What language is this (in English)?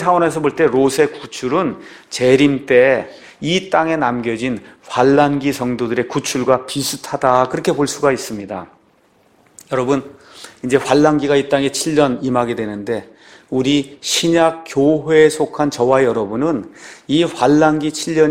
Korean